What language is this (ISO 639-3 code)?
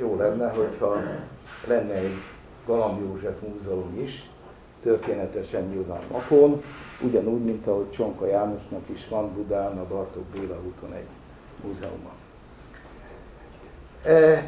hun